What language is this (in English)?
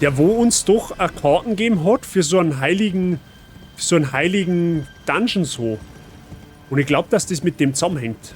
Bavarian